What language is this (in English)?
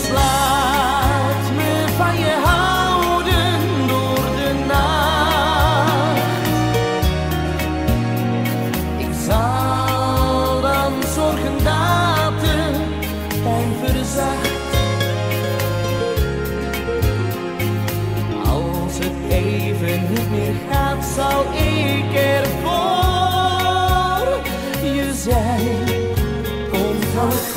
Dutch